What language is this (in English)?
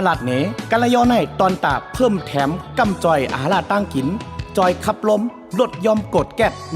Shan